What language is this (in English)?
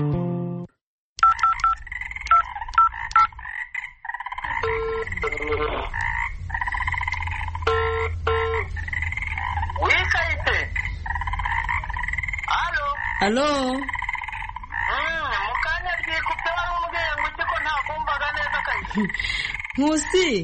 Kinyarwanda